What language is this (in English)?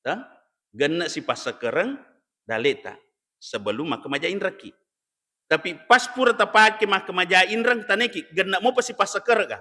Buginese